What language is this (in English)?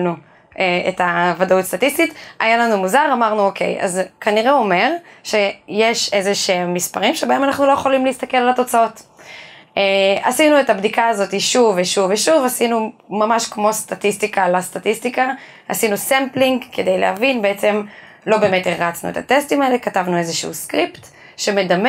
Hebrew